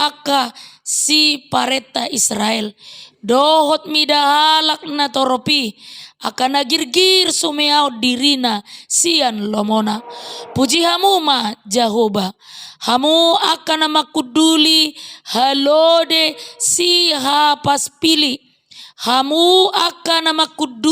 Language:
Batak Toba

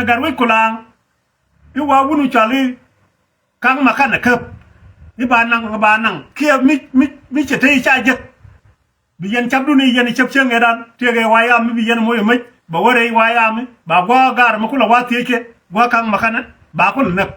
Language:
Nuer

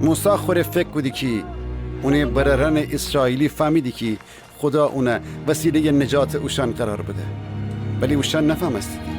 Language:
Gilaki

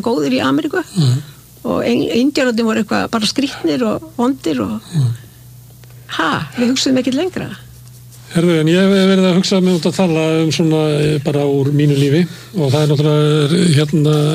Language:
Icelandic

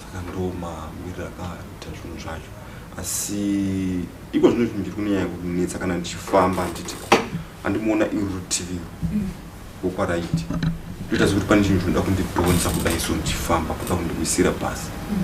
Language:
Shona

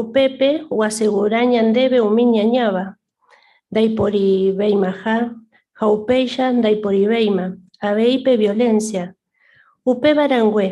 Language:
Guarani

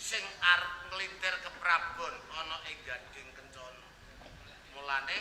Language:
Javanese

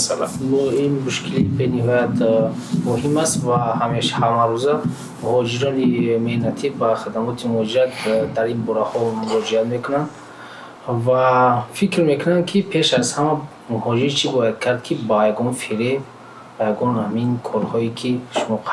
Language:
Tajik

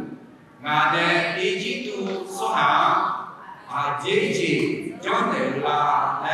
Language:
Akha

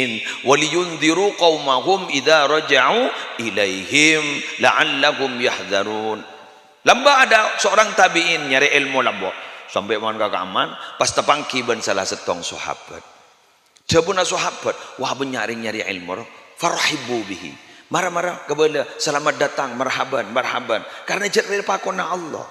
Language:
Madurese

